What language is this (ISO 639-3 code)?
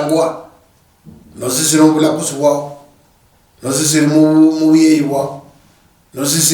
luy